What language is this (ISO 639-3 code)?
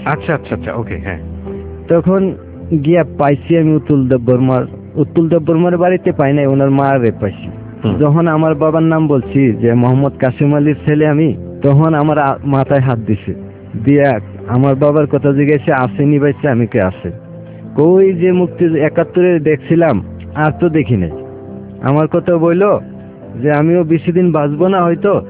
ben